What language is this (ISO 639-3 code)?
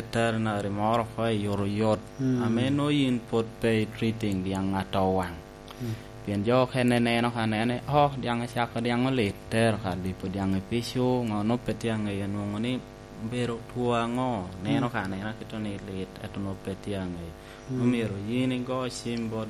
laj